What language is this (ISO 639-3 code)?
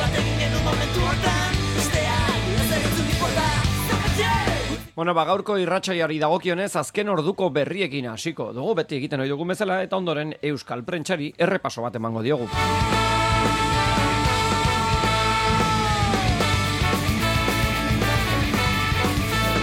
eus